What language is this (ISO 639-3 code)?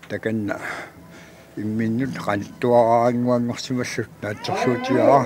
kal